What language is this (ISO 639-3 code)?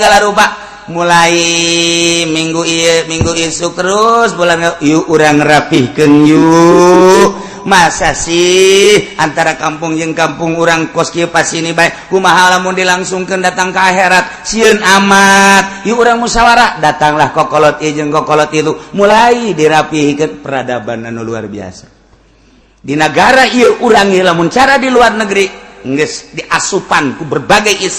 sun